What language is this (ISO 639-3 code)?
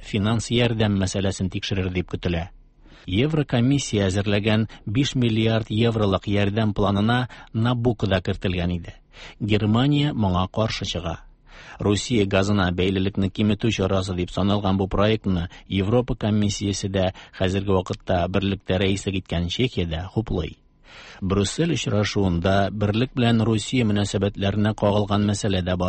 tat